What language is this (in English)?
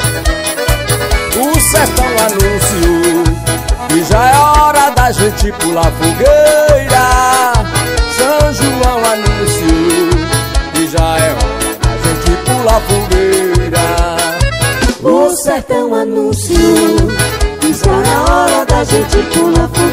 Portuguese